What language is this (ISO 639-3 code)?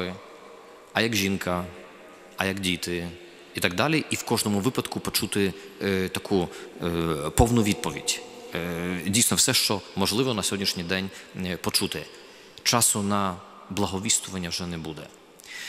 ukr